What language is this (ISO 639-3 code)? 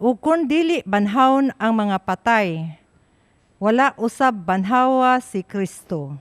ceb